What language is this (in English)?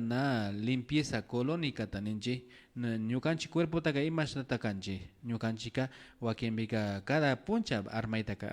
Imbabura Highland Quichua